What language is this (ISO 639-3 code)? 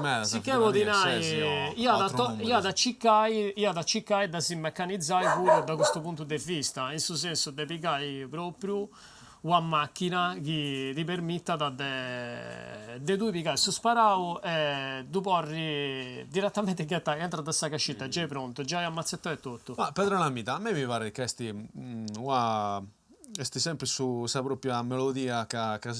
srd